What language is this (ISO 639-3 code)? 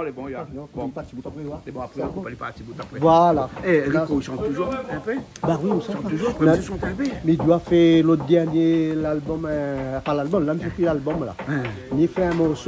rcf